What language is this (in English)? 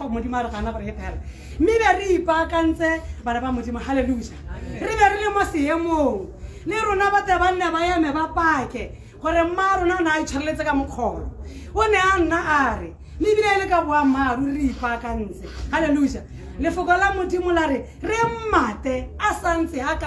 Tswana